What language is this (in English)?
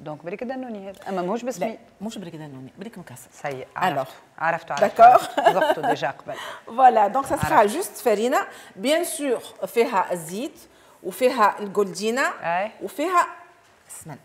Tunisian Arabic